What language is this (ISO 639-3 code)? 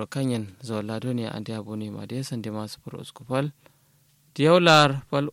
kau